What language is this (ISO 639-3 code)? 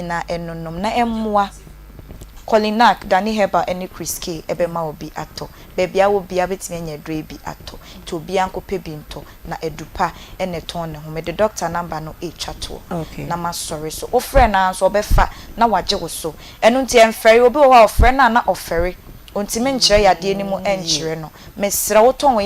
aka